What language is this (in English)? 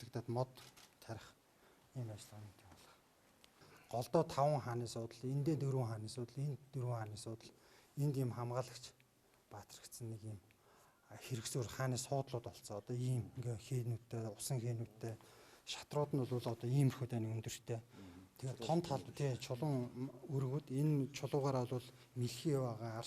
Mongolian